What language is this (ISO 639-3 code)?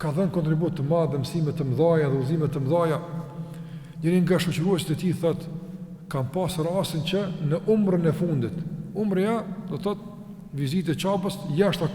sqi